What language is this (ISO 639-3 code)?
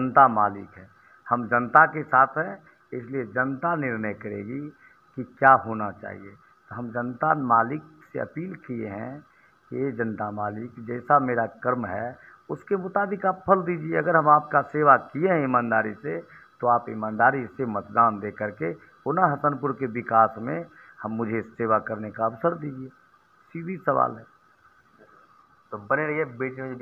hin